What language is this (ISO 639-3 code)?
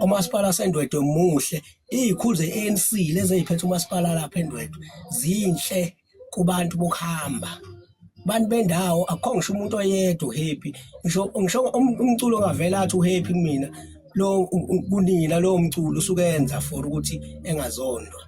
zul